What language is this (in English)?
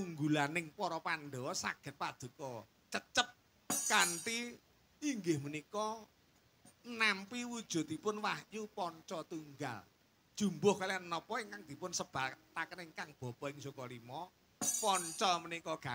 Javanese